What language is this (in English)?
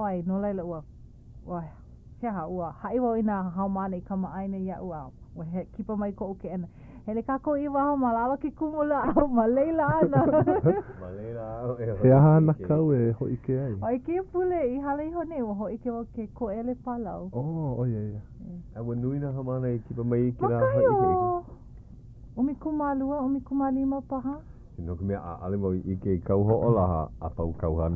Hawaiian